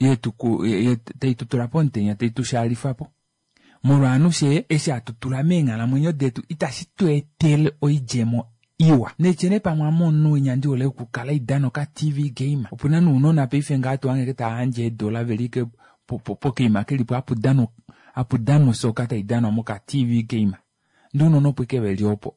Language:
Kuanyama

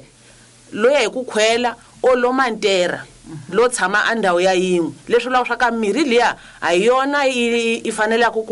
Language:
Tsonga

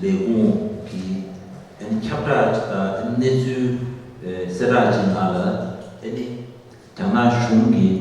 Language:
Tibetan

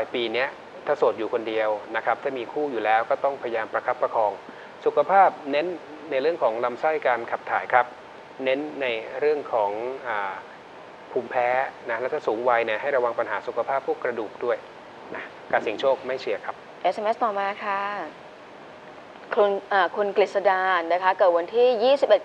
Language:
Thai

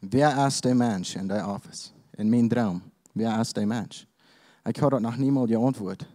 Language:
Plautdietsch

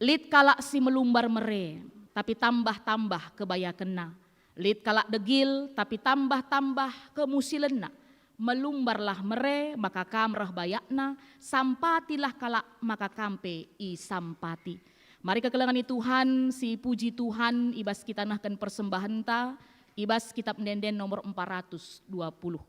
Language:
Batak Karo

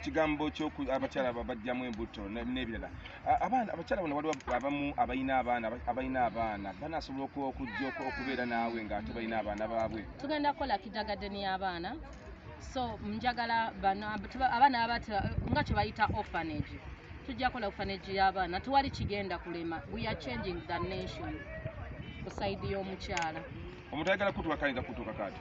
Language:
Ganda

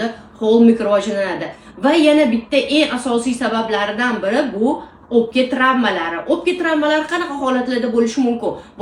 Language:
Uzbek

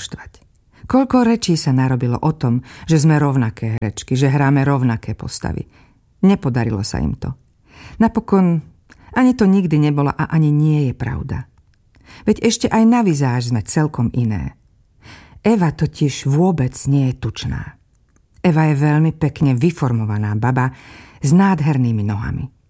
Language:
Slovak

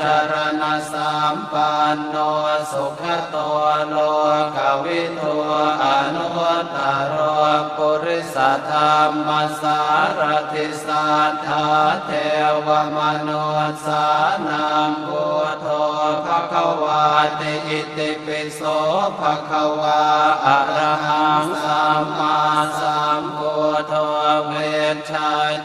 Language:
Pali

